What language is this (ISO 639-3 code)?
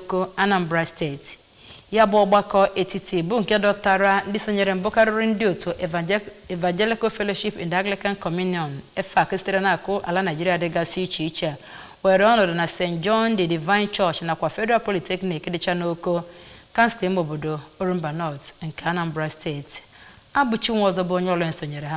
ibo